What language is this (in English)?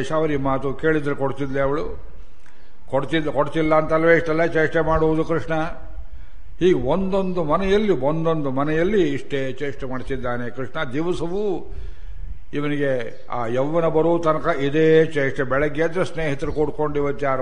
Kannada